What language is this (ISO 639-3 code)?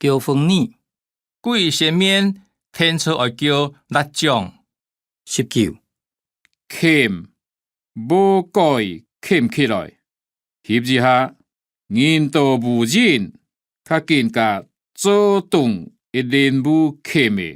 hak